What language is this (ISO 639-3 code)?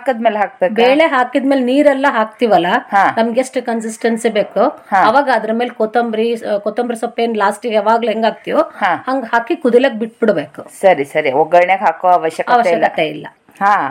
kan